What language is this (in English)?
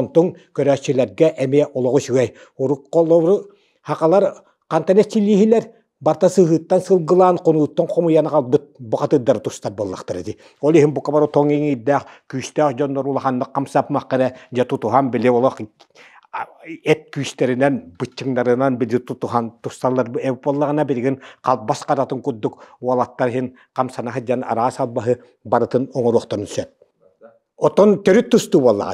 Yakut